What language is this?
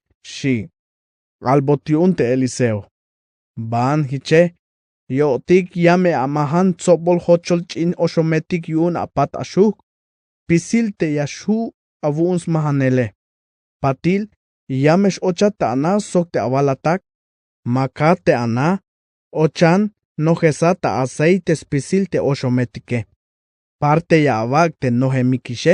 Tzeltal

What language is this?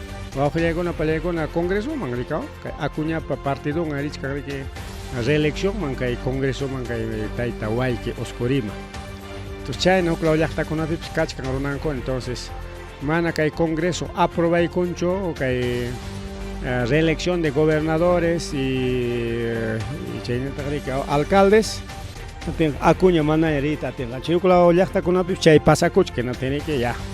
Ayacucho Quechua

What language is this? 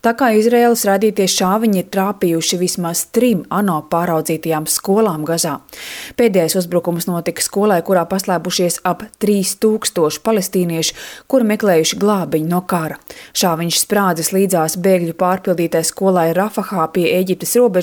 Latvian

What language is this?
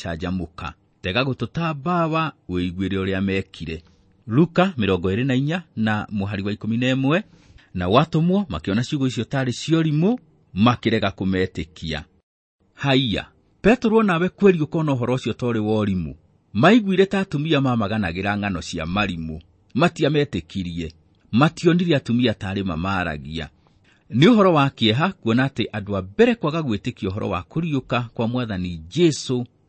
Kikuyu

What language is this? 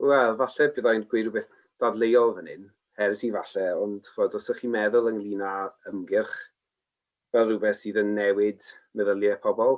Welsh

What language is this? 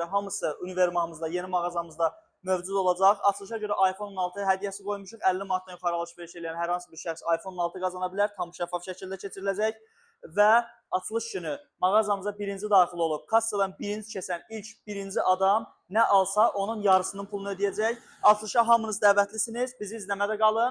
Azerbaijani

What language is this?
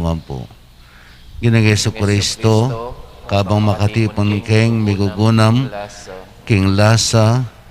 Pampanga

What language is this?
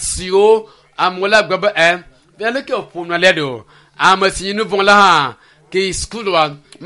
Ewe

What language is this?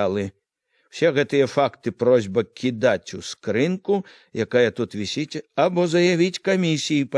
Belarusian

